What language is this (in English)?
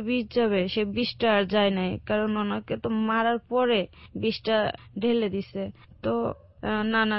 Bangla